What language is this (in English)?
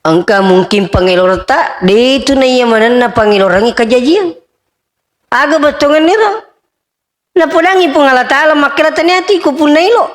Buginese